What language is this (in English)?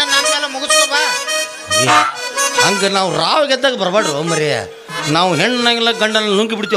Kannada